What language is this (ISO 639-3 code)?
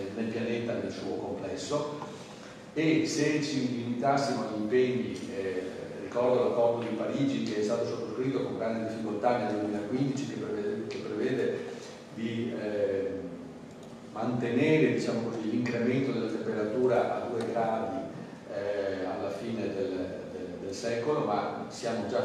ita